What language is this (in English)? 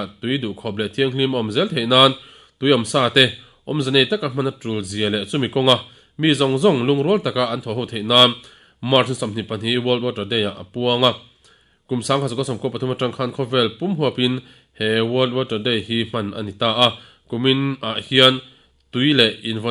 Mizo